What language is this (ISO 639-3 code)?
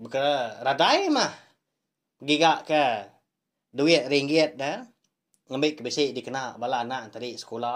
iba